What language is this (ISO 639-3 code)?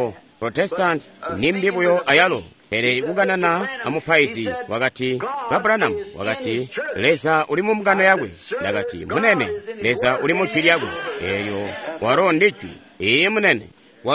toi